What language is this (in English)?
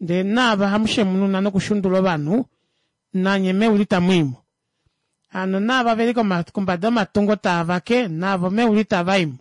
Kuanyama